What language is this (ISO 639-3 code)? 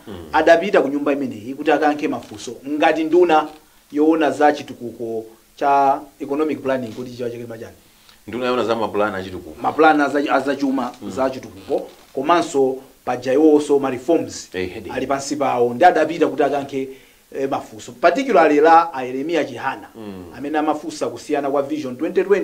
nya